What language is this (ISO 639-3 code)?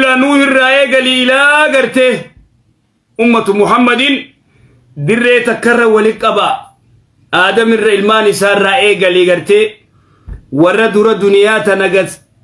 orm